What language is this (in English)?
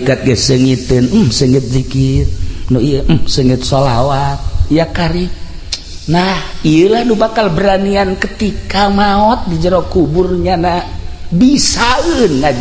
Sundanese